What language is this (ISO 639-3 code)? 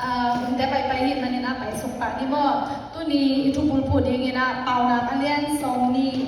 ctd